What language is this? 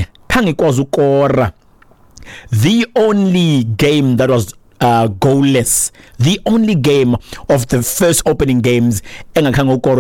Xhosa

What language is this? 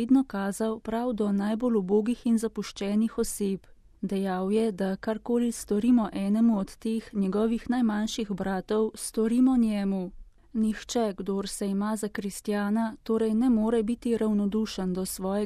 Slovenian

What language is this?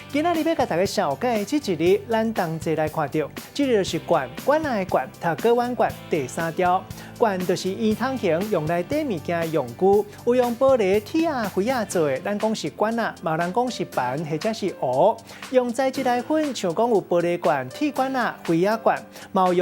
Min Nan Chinese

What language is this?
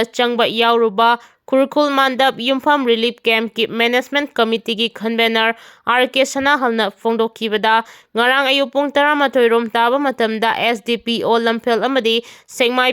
Manipuri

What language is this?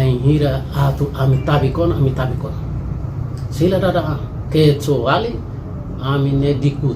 Tetum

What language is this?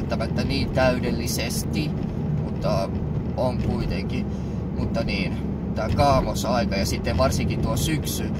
Finnish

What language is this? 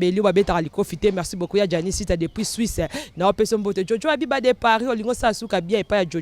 Lingala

